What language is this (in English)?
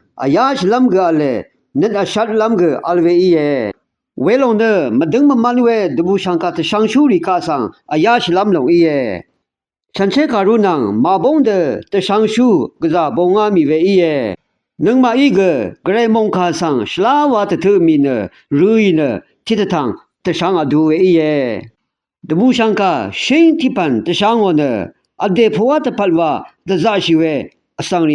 Rawang